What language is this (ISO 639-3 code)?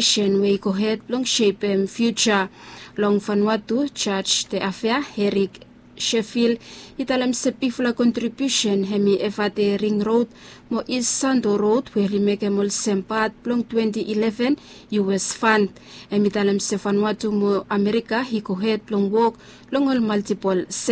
bis